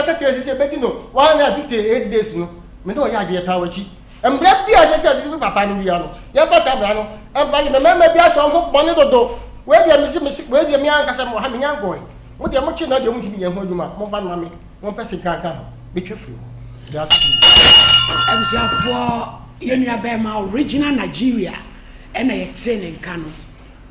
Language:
Akan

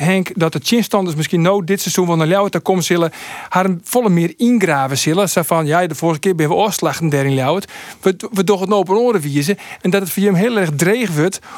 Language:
Western Frisian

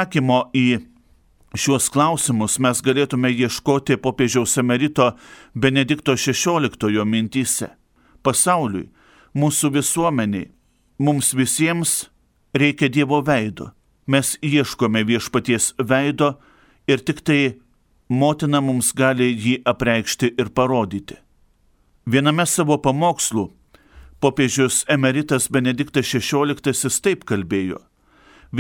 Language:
Lithuanian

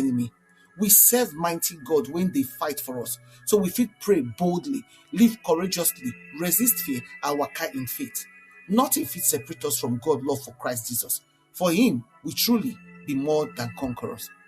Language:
Nigerian Pidgin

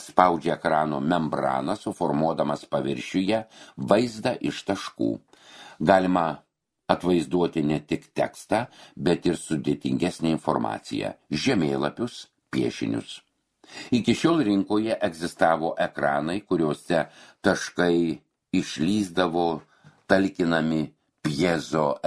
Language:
Lithuanian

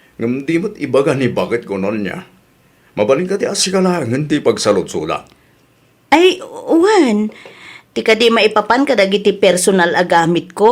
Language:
Iloko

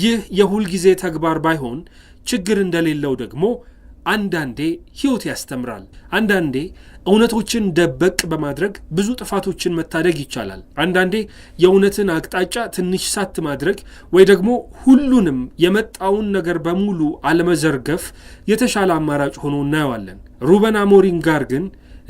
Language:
Amharic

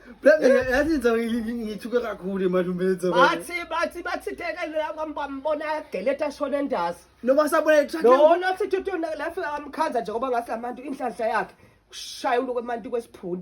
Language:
Zulu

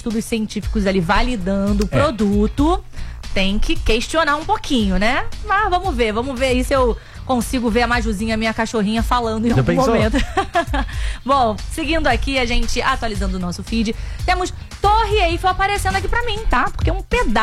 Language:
Portuguese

